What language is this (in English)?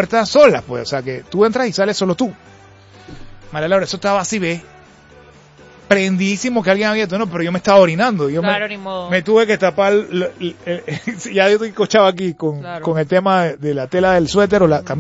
Spanish